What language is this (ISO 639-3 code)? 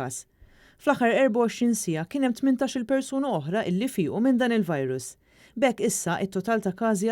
mlt